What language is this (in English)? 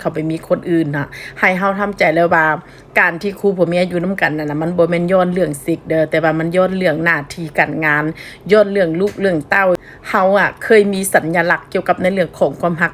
Northeastern Thai